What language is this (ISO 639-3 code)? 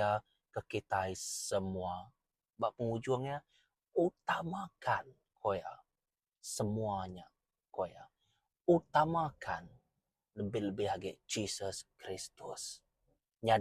iba